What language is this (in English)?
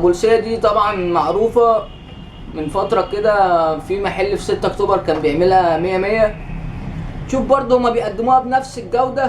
Egyptian Arabic